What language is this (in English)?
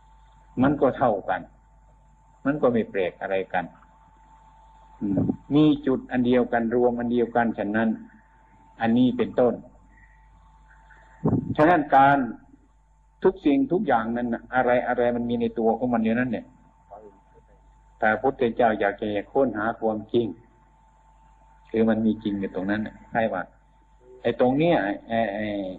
Thai